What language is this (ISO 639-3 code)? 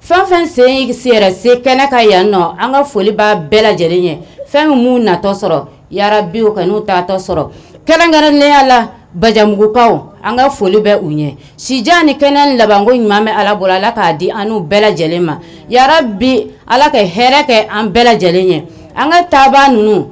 bam